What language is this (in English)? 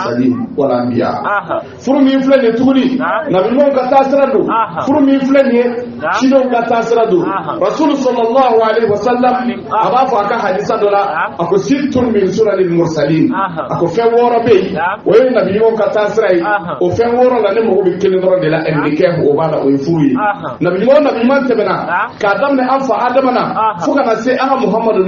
Bambara